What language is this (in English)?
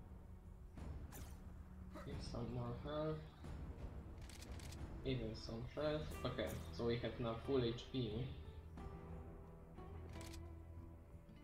English